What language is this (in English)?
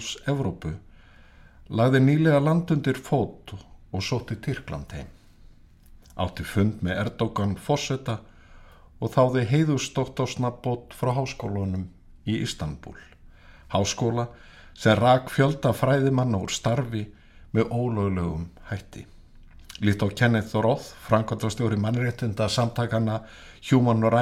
Icelandic